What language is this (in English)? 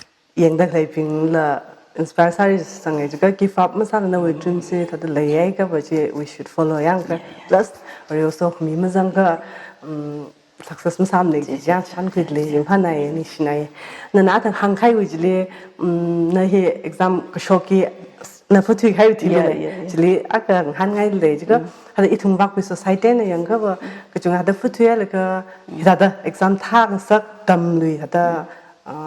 Tangkhul Naga (India)